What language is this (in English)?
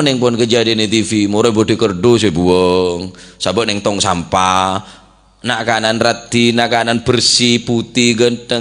Madurese